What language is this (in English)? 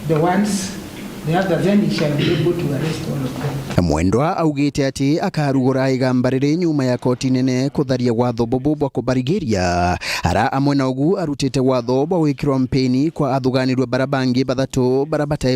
Meru